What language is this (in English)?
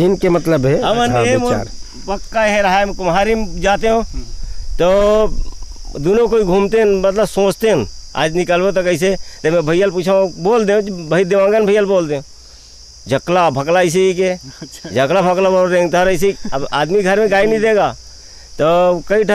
Chhattisgarhi